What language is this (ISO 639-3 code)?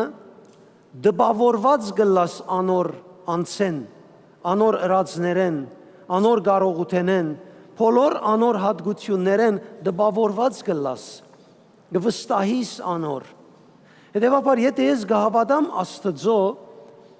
hyw